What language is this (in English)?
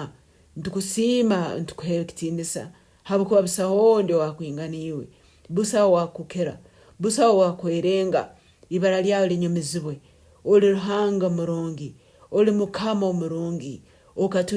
Nyankole